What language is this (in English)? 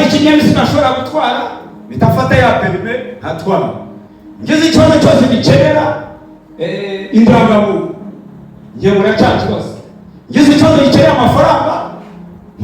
Kinyarwanda